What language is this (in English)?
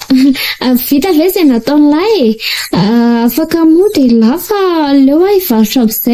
Malagasy